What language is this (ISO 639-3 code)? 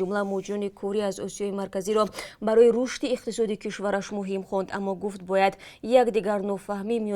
tgk